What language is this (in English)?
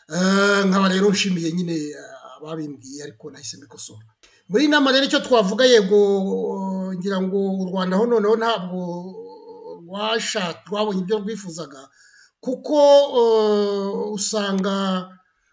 Kinyarwanda